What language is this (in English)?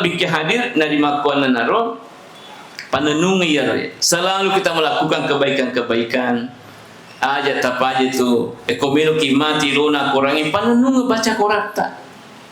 Buginese